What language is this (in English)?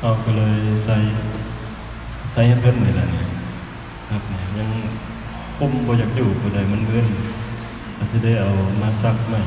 Northeastern Thai